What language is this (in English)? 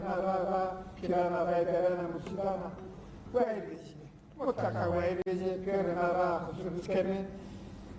Zaza